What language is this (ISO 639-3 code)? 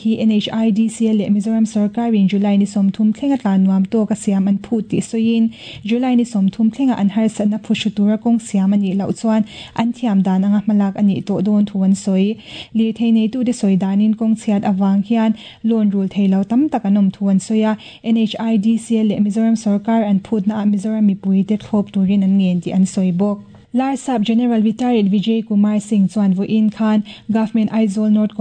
lus